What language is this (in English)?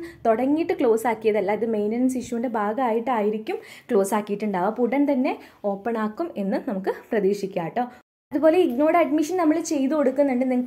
Malayalam